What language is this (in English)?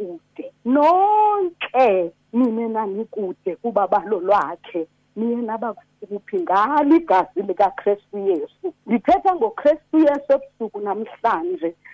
Xhosa